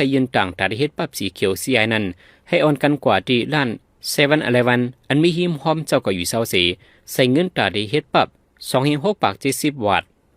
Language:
Shan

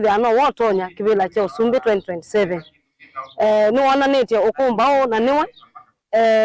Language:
Kamba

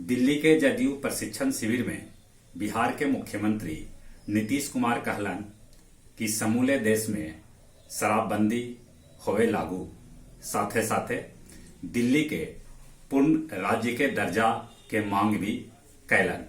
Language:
Magahi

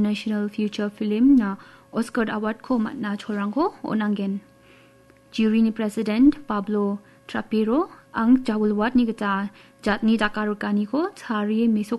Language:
Garo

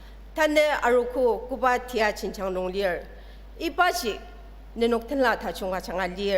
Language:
Ao Naga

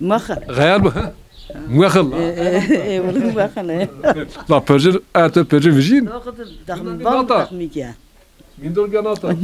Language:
Zaza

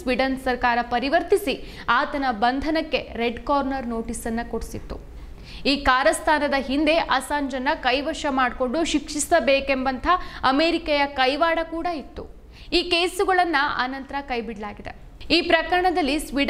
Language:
Kannada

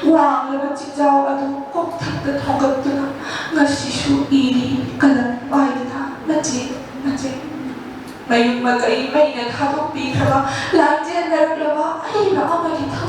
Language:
Manipuri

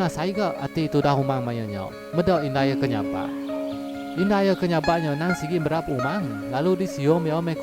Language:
Iban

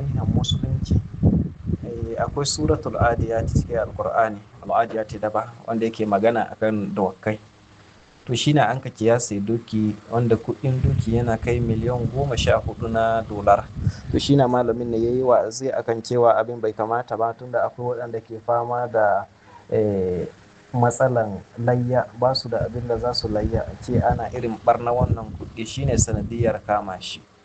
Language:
Hausa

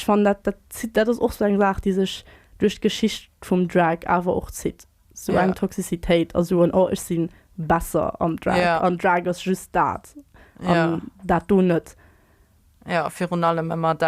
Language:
Luxembourgish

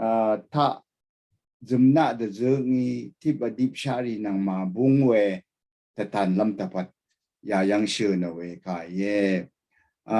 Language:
Rawang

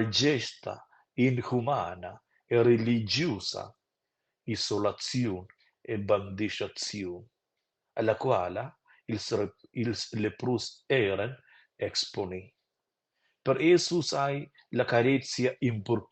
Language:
Romansh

